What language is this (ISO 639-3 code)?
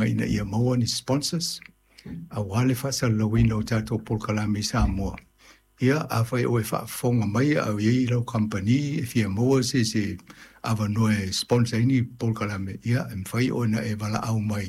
smo